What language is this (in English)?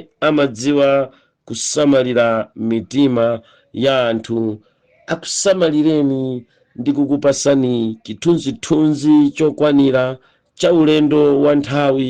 Nyanja